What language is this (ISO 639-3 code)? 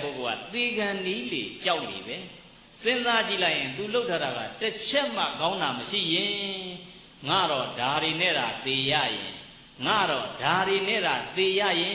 mya